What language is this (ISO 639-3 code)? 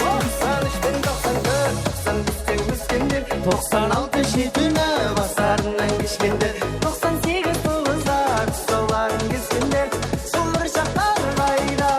kaa